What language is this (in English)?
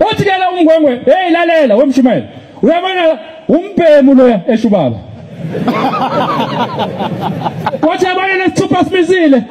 Zulu